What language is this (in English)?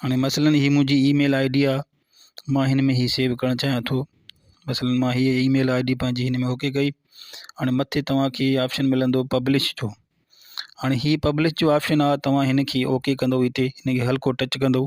Sindhi